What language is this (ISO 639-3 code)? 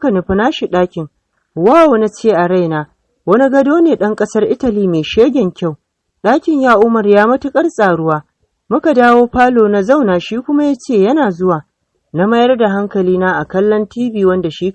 hau